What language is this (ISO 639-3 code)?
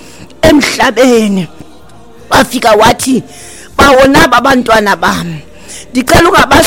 xho